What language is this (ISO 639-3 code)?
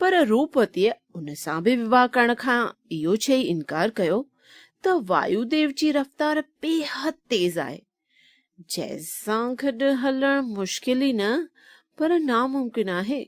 snd